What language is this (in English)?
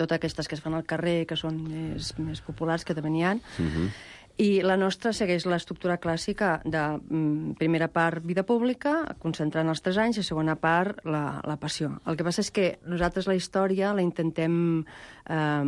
Catalan